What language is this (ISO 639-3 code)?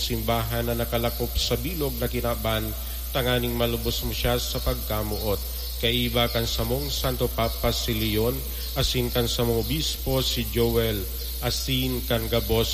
bik